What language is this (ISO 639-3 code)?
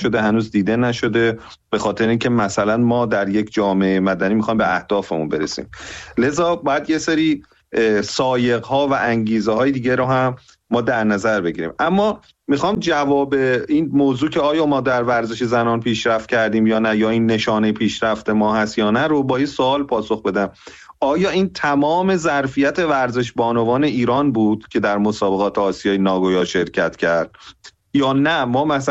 fas